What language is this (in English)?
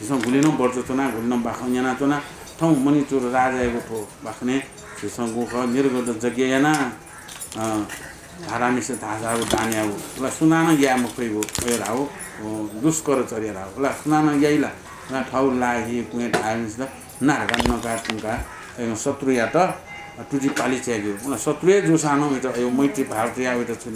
Newari